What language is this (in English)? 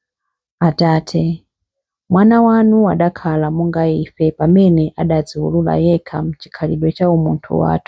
Nyanja